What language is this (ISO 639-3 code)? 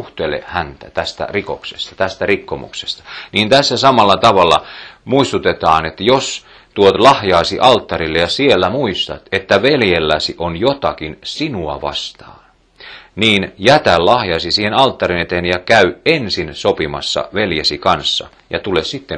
fin